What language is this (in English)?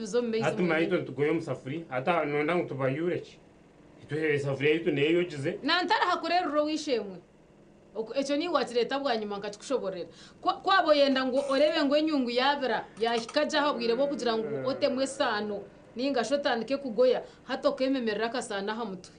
Nyankole